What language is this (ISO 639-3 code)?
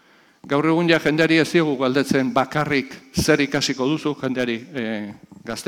eus